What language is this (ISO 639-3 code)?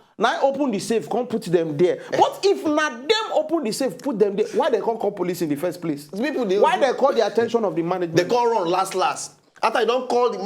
pcm